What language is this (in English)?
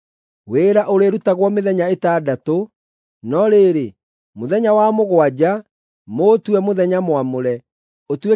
Kikuyu